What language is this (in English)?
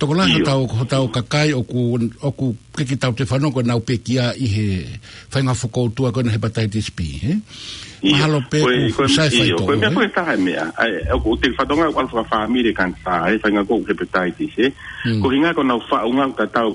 Tongan